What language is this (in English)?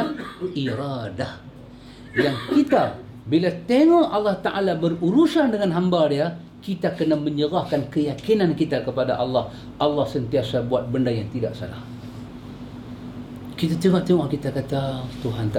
Malay